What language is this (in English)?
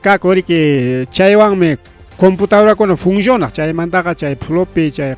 Ayacucho Quechua